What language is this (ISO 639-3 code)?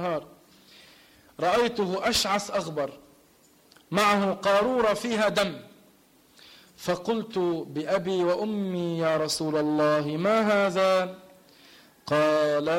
ara